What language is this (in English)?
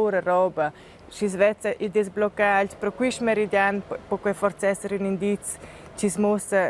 Romansh